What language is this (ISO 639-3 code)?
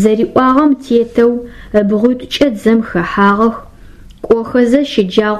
ady